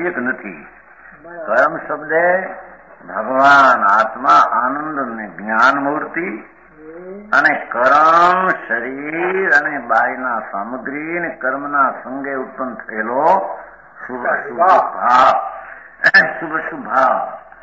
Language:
Gujarati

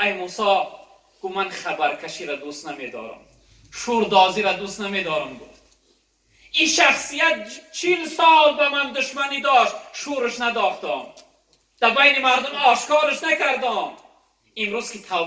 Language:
Tajik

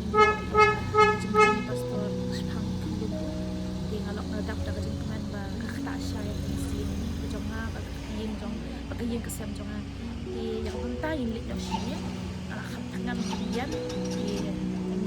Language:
Khasi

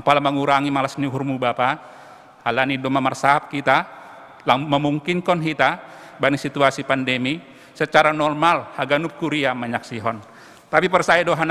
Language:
Batak Simalungun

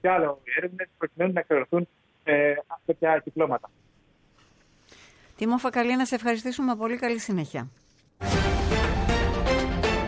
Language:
Greek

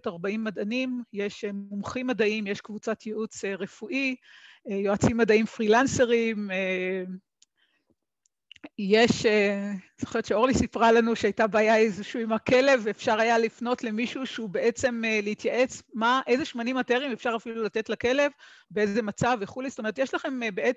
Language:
Hebrew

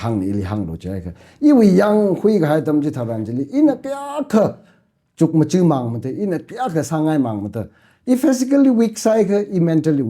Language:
Tangkhul Naga (India)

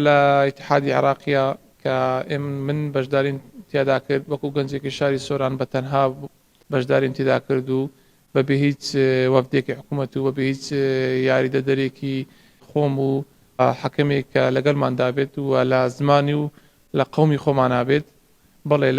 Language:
Central Kurdish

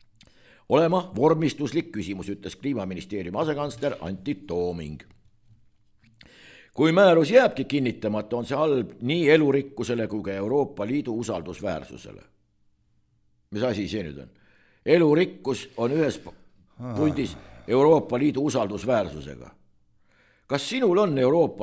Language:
Estonian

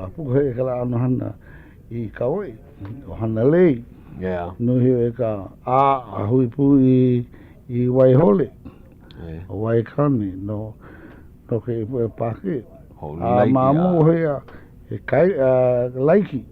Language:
Hawaiian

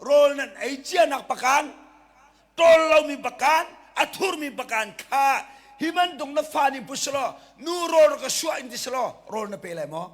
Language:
Hakha Chin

